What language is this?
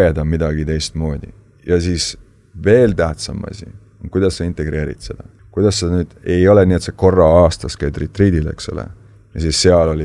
Estonian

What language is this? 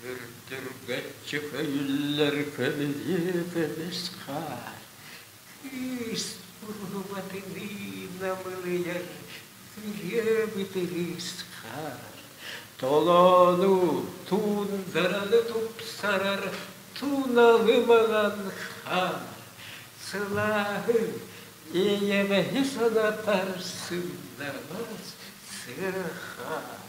Yakut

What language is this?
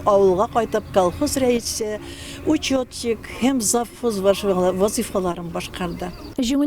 Tatar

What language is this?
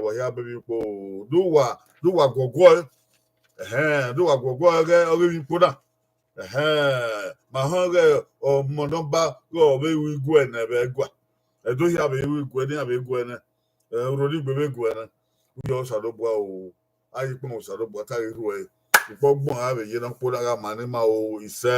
Bini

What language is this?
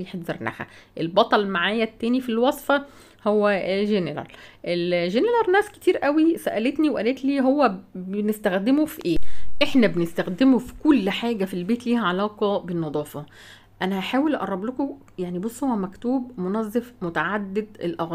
Egyptian Arabic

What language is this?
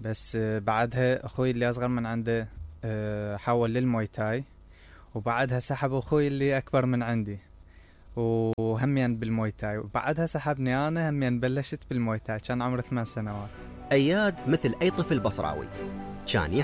Mesopotamian Arabic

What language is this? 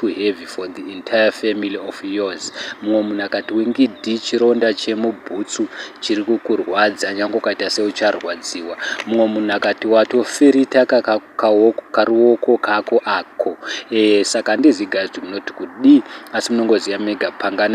Shona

